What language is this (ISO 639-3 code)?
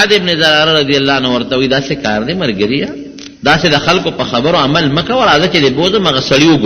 pus